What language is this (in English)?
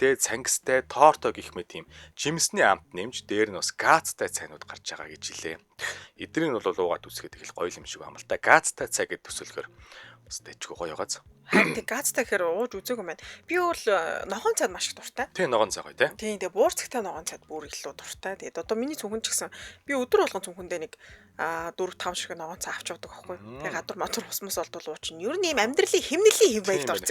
Mongolian